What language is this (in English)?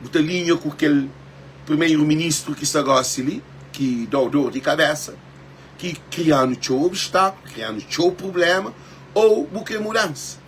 Kabuverdianu